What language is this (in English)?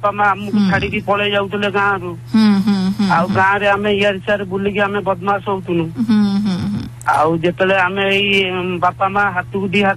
Odia